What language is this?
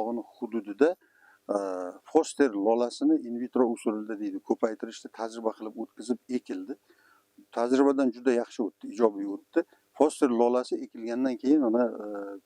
Uzbek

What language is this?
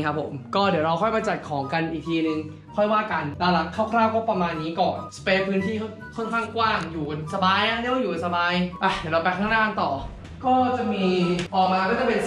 Thai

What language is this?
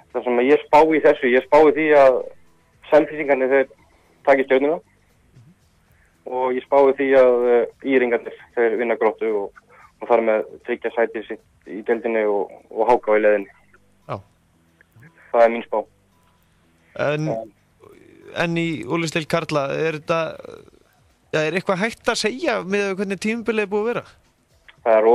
Icelandic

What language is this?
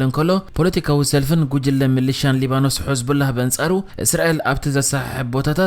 Tigrinya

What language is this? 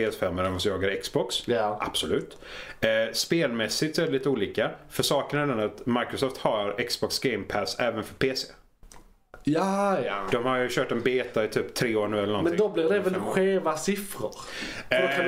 Swedish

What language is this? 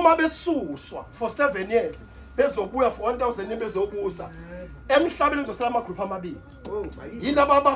Zulu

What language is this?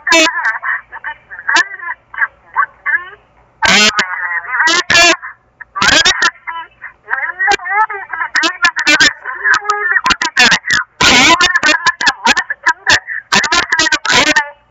Kannada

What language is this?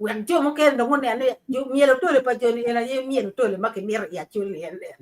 Acoli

